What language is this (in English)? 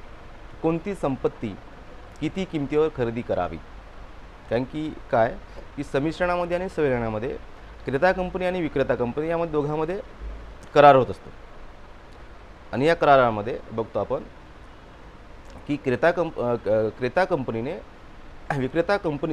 Marathi